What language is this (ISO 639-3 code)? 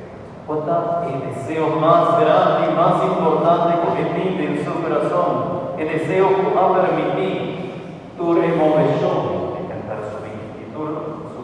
pap